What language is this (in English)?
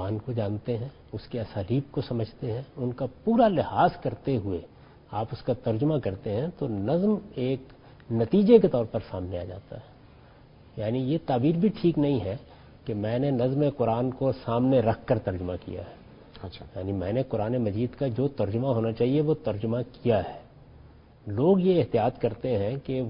Urdu